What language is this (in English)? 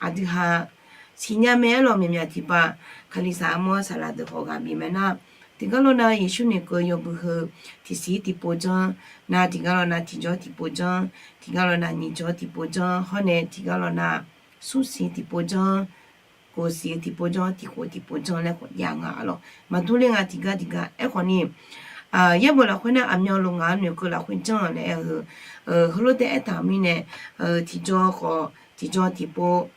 Akha